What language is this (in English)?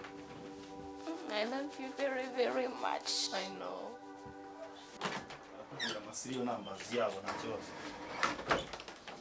Kinyarwanda